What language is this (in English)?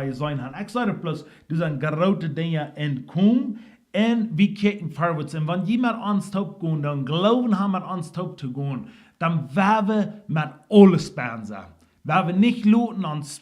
Plautdietsch